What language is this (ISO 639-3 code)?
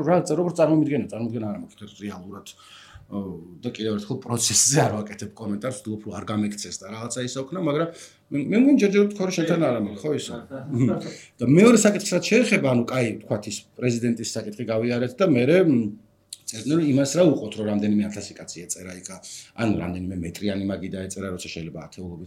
kat